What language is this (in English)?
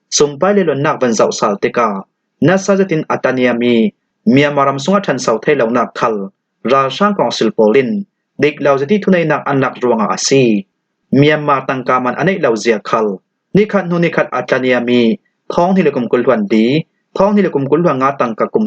Falam Chin